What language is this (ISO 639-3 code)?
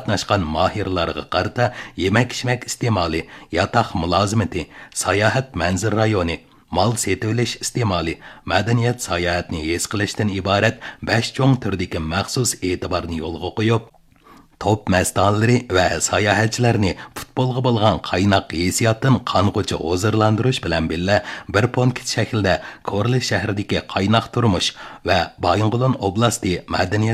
uig